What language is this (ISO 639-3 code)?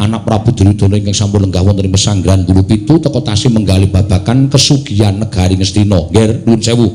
jav